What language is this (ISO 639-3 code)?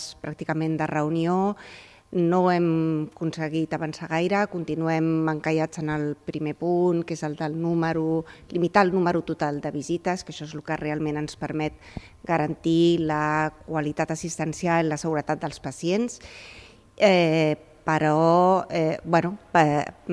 cat